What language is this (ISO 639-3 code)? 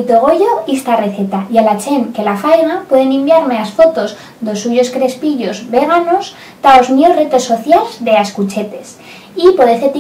arg